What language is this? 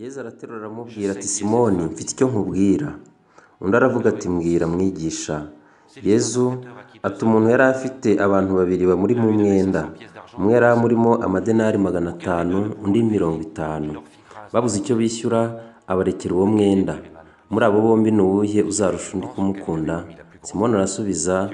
Kinyarwanda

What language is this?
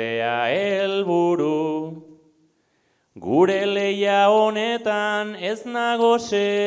Basque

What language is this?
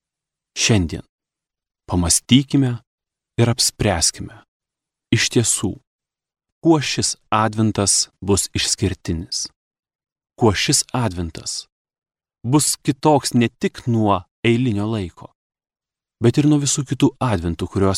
Lithuanian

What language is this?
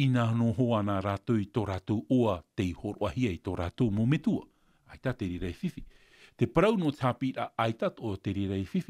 Tahitian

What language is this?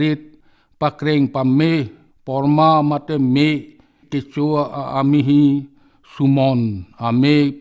Karbi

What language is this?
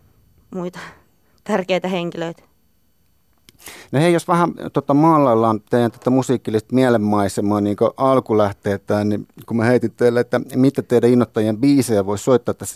Finnish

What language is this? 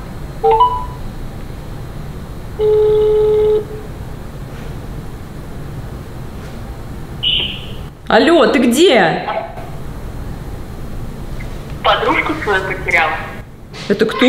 Russian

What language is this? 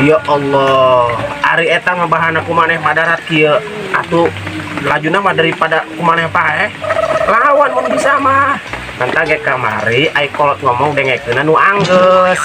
Sundanese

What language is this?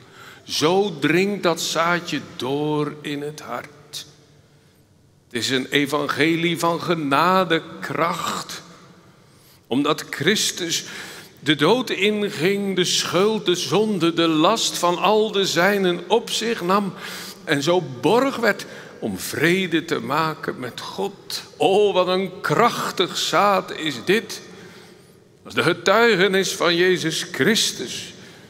Dutch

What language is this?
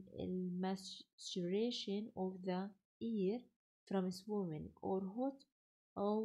Arabic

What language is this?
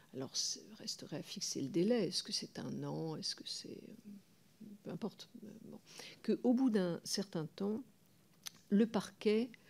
French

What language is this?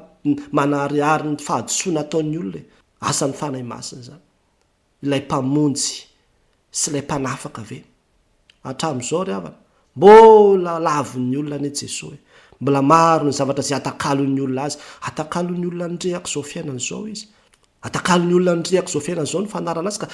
Malagasy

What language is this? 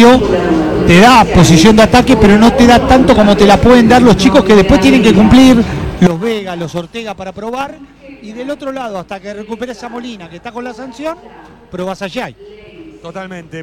Spanish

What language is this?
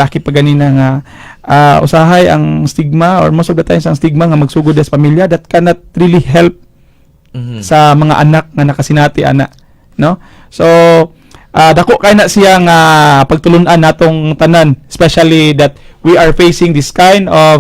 Cebuano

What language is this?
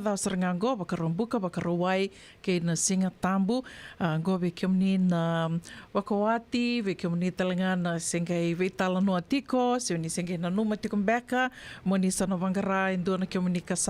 Fijian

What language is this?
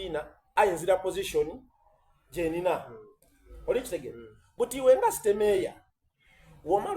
Soga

